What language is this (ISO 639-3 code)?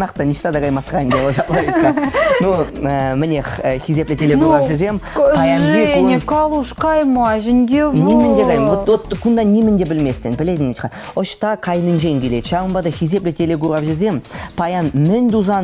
chv